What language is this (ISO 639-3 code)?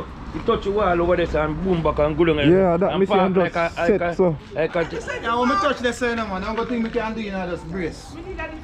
jam